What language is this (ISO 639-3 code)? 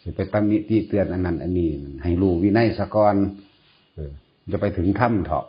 tts